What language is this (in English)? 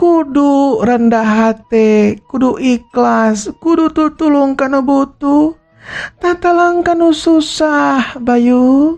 Sundanese